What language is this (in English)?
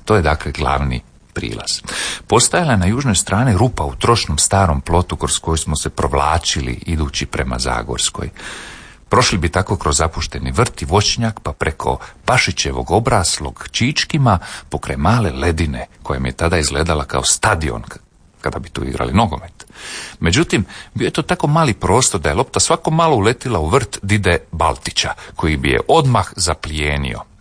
Croatian